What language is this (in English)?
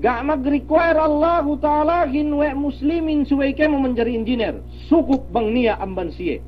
Yakan